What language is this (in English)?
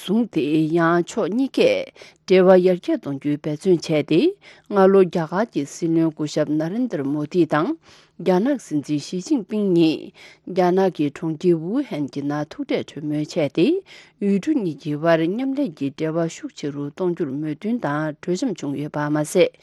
Tibetan